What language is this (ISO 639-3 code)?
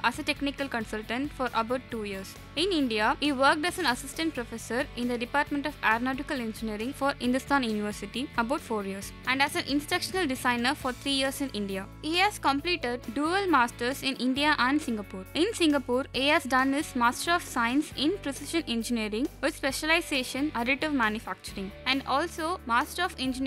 eng